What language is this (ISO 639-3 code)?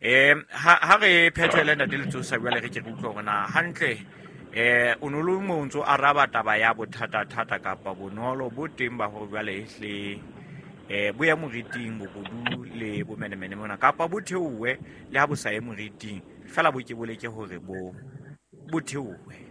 sot